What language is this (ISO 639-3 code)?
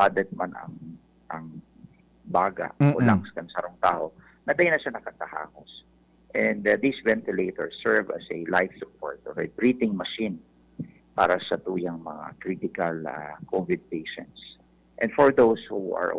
bik